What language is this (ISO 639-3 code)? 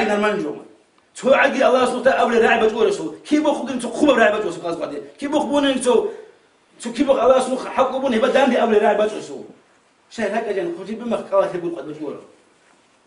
ava